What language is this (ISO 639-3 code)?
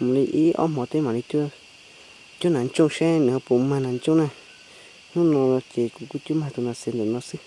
hmn